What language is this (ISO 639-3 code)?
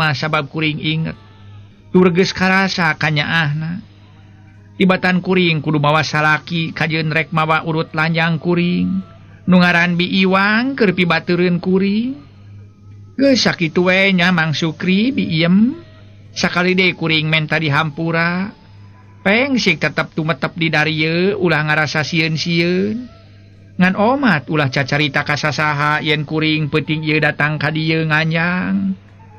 sun